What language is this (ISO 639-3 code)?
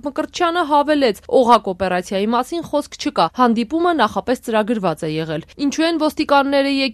hye